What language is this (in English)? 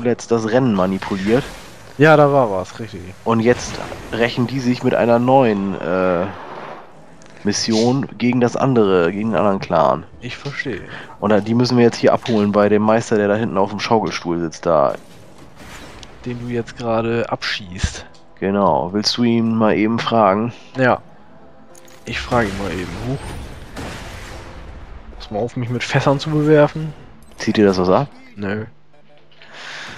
German